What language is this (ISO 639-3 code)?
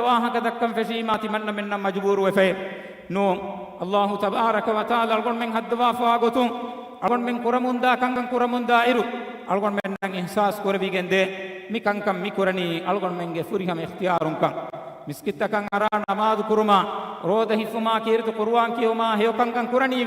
div